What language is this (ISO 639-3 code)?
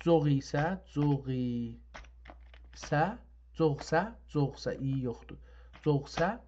azb